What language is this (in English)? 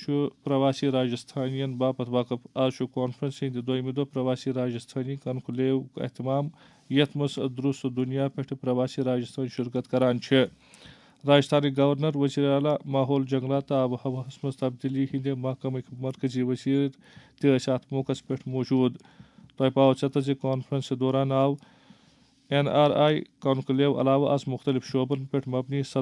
Kashmiri